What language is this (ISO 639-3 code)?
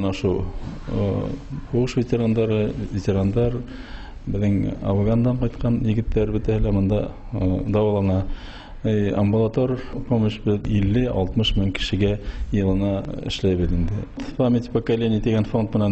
bak